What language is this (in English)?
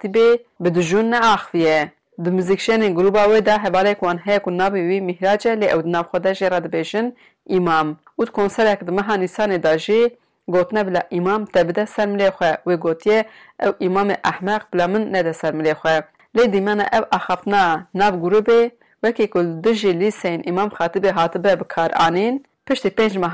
Kurdish